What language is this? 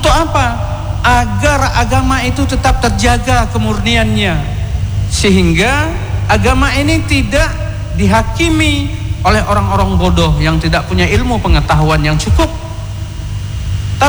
Indonesian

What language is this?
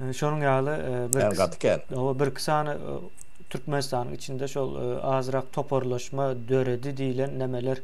Turkmen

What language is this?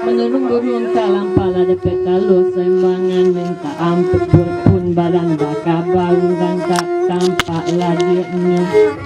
Minangkabau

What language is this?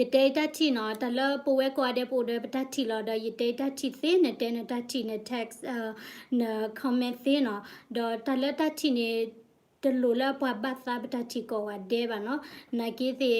S'gaw Karen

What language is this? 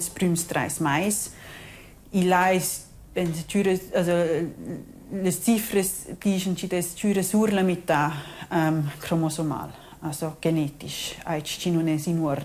Romansh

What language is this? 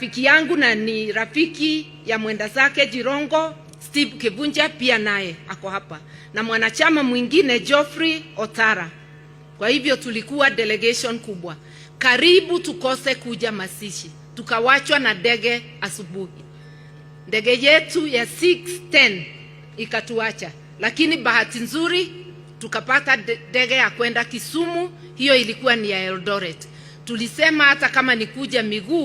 Swahili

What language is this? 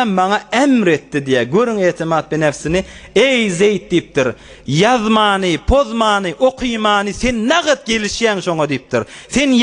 Turkmen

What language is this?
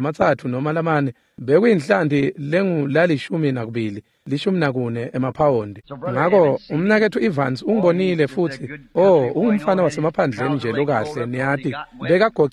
Swati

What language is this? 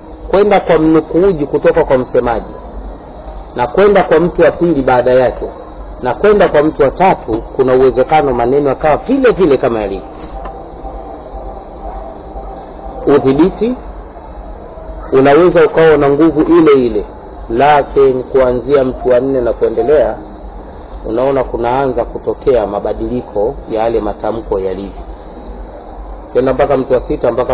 Swahili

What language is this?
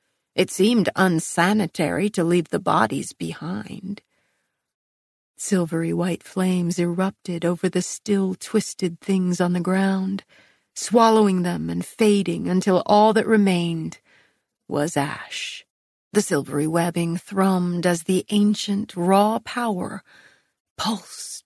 English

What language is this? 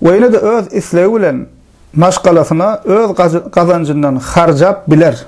Turkmen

